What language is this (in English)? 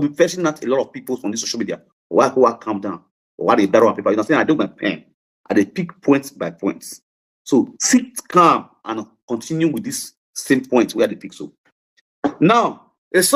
Nigerian Pidgin